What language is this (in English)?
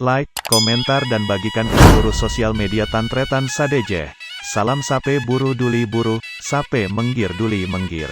Madurese